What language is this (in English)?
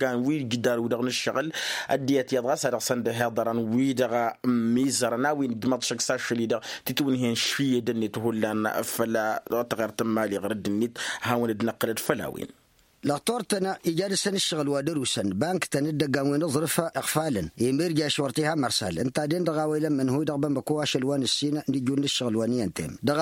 Tamasheq